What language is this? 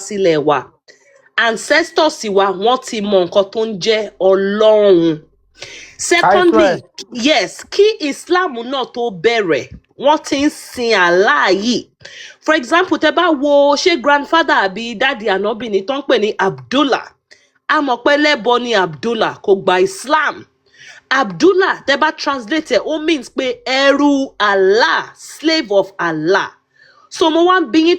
Yoruba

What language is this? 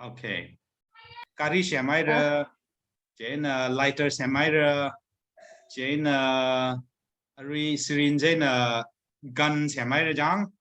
Tangkhul Naga (India)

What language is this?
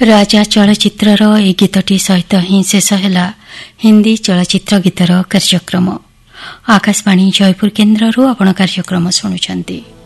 Odia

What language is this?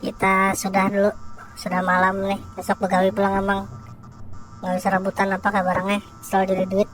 Banjar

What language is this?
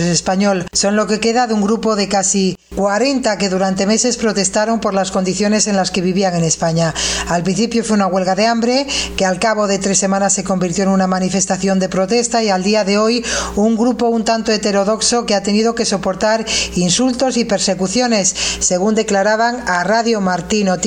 Spanish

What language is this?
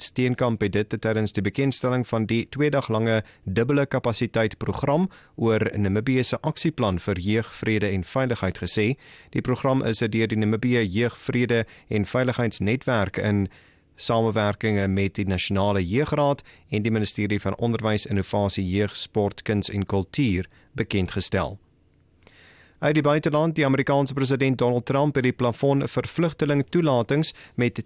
Afrikaans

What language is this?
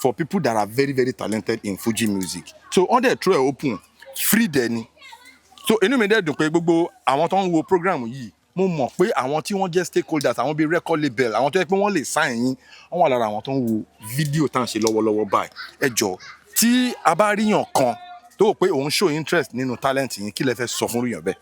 Yoruba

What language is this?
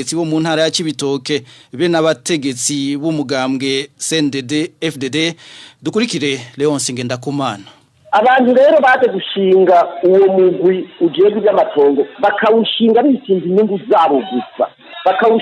Rundi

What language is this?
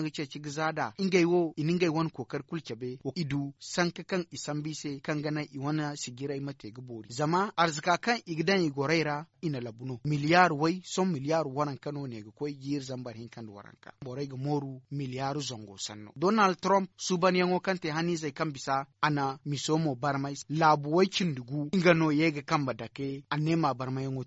Zarma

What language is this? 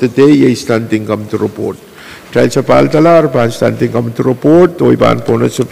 Pohnpeian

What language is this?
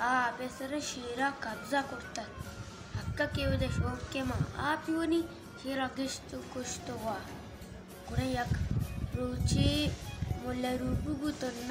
Baluchi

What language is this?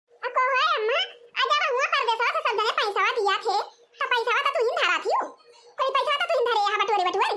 Awadhi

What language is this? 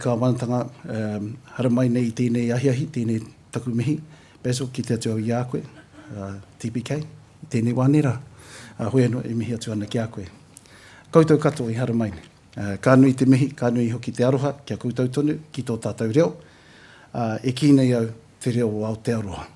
Māori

